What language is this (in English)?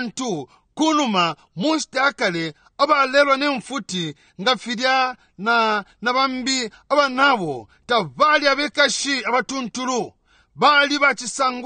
Bemba